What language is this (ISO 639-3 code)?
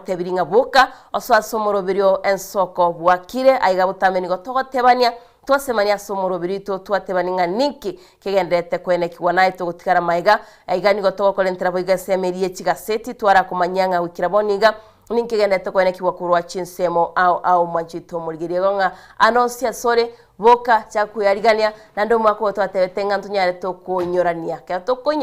guz